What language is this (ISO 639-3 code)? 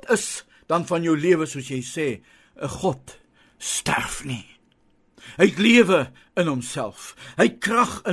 afr